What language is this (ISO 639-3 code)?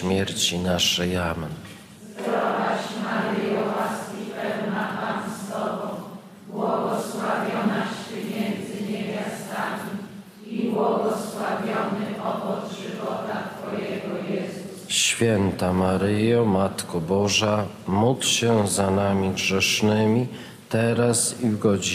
pol